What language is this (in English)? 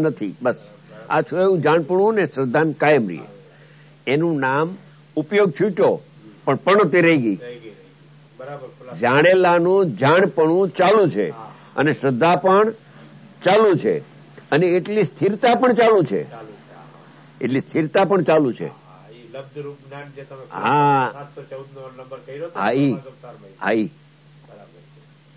Gujarati